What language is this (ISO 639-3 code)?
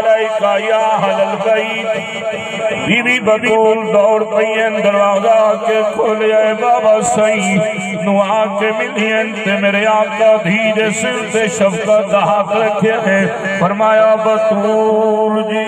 skr